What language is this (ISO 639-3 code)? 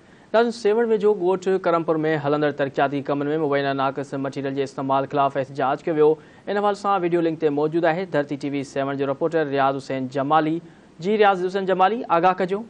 snd